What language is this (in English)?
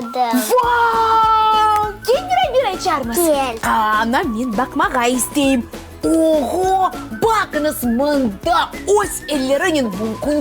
Crimean Tatar